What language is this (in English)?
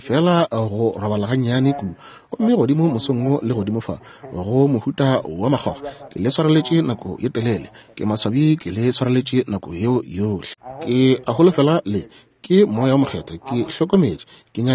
Northern Sotho